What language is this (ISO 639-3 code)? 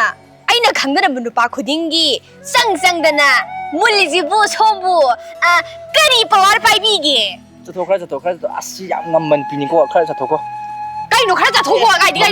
mni